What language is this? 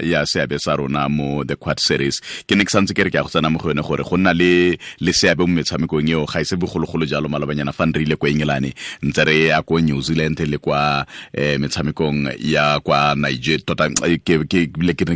Tswana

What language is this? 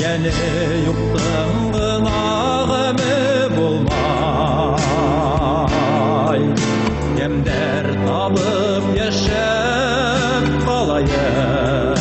Bashkir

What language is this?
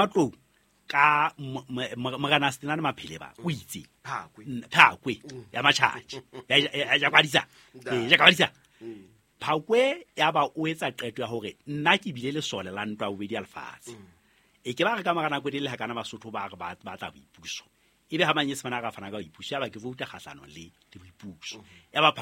Southern Sotho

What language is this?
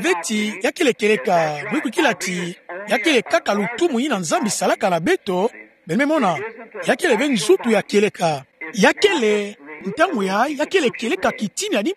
Kituba (Democratic Republic of Congo)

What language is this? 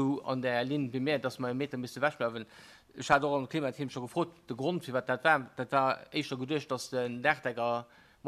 Luxembourgish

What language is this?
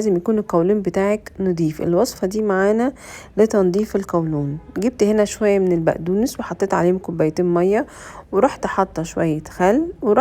Egyptian Arabic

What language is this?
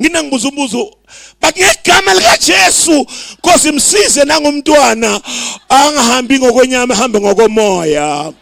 Zulu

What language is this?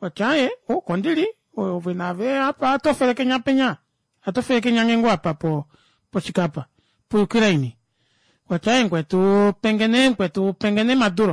Kuanyama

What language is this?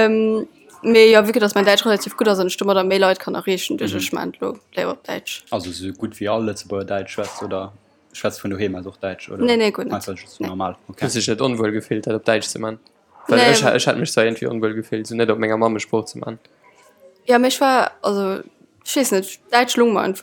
Luxembourgish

